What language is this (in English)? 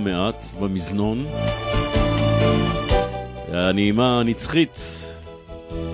Hebrew